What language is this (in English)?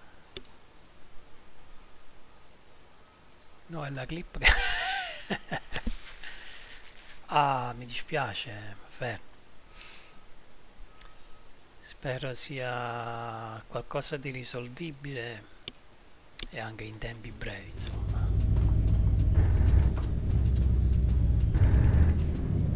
Italian